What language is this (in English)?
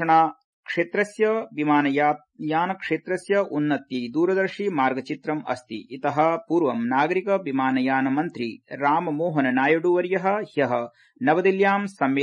Sanskrit